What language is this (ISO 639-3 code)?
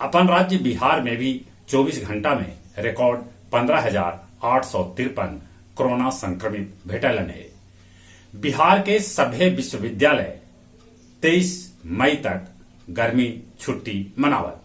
mag